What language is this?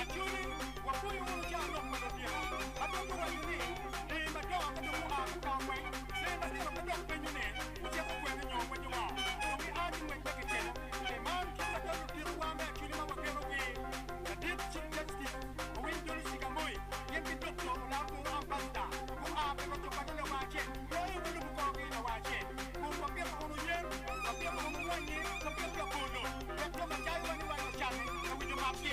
Acoli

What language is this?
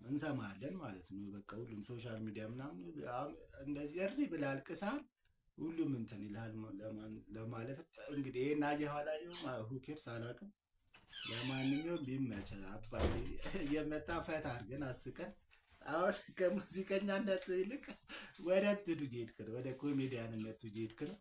Amharic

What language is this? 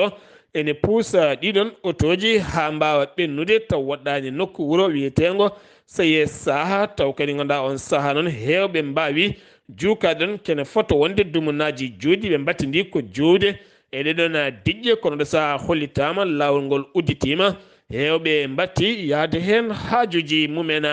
Fula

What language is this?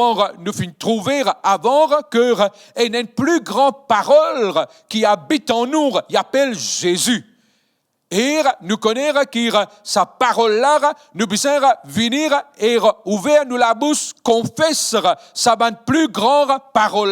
Morisyen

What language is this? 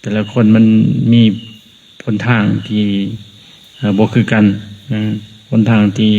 Lao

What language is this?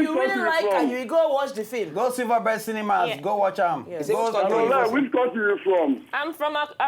Nigerian Pidgin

